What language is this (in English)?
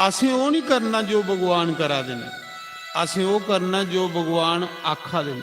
Dogri